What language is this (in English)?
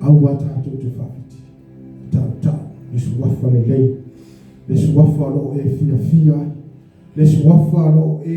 Samoan